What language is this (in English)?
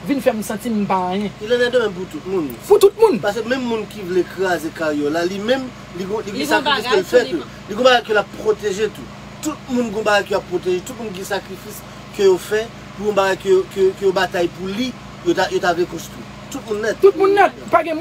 Haitian Creole